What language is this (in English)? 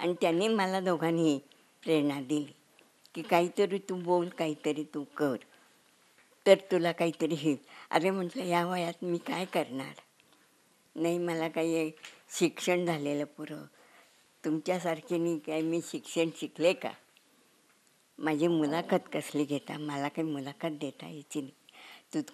Marathi